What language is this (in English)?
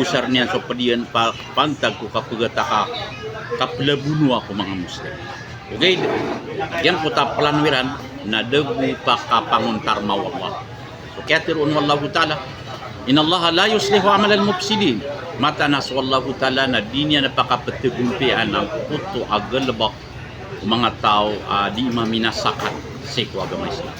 Maranao